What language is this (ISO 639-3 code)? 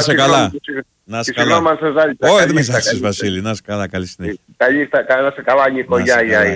ell